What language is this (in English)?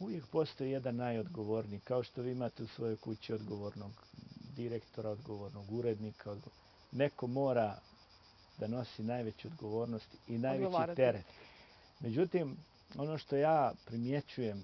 Bosnian